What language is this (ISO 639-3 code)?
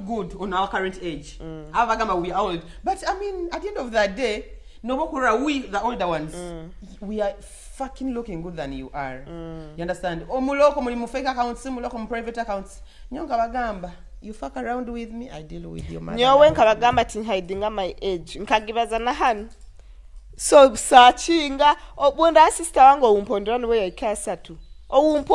nyo